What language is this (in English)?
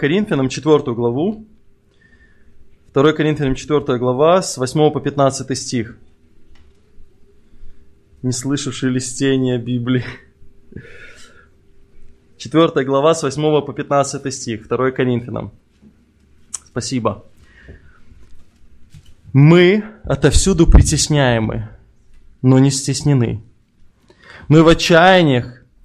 Russian